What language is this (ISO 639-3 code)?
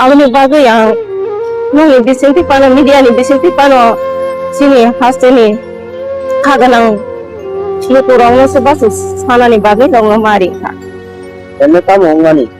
trp